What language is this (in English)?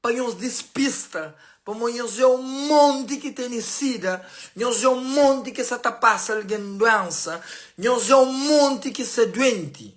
Kabuverdianu